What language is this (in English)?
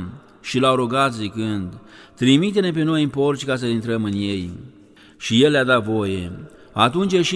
Romanian